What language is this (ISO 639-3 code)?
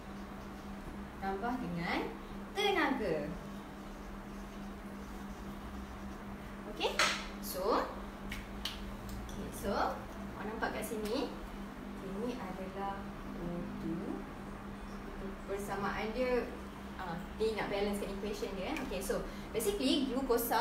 msa